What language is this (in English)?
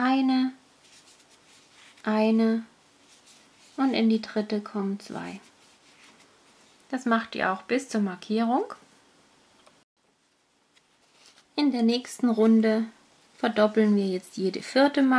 German